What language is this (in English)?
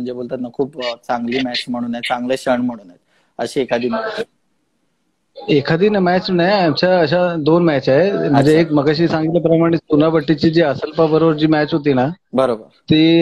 Marathi